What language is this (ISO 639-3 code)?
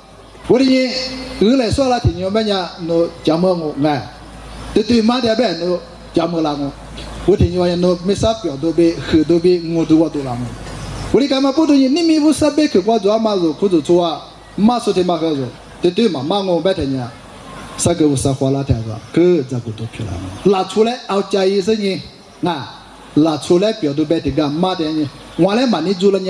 lis